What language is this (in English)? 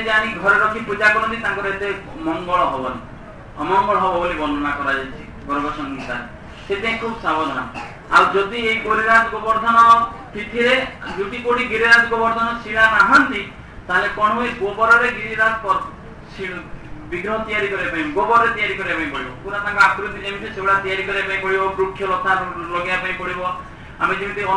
Odia